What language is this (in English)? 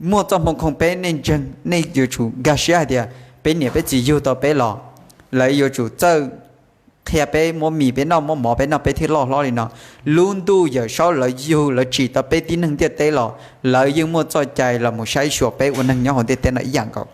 Hmong